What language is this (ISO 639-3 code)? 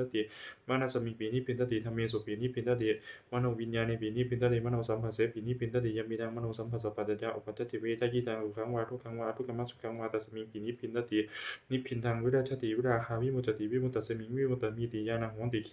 pli